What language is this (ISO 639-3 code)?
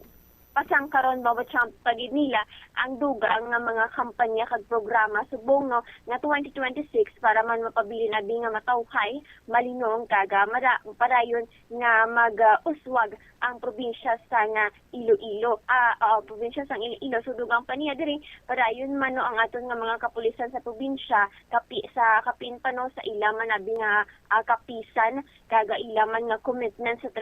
hil